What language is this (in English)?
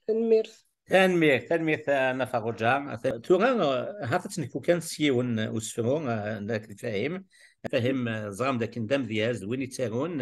Kabyle